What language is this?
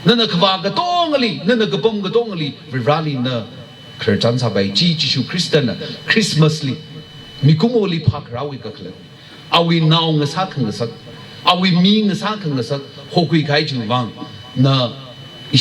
Tangkhul Naga (India)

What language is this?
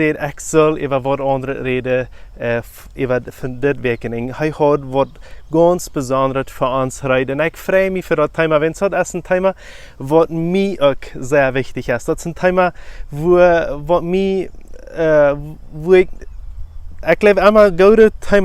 Plautdietsch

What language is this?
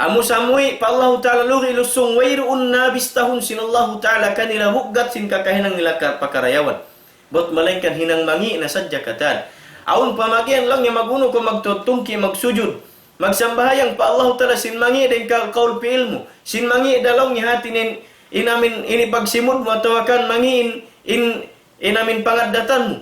Tausug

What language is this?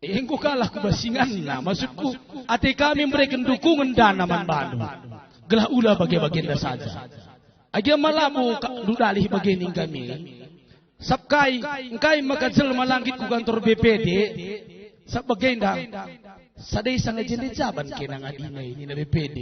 Batak Karo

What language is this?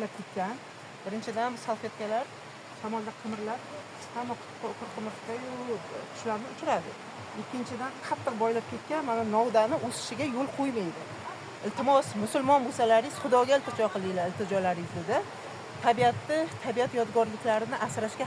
Uzbek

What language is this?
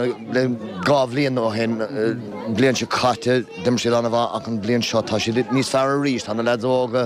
Irish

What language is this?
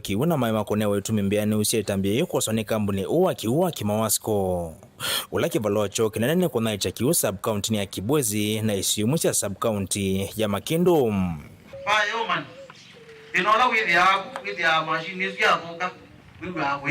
Kamba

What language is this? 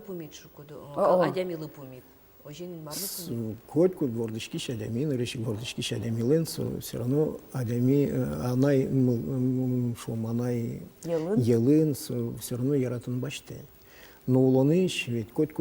Udmurt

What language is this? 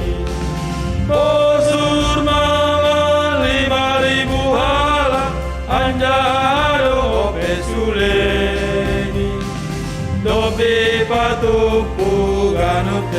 Batak Simalungun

